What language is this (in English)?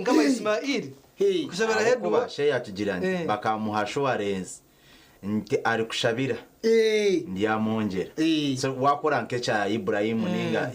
Nyankole